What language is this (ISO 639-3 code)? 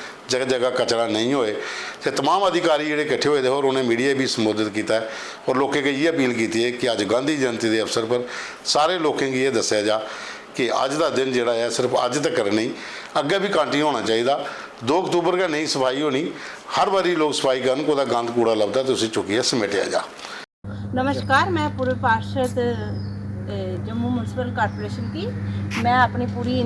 doi